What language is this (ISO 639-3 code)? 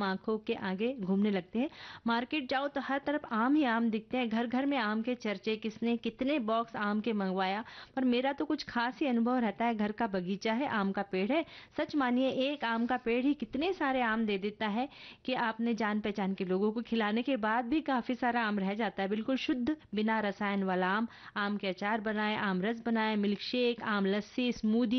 hin